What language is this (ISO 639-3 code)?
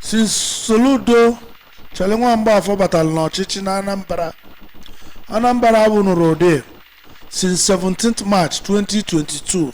ibo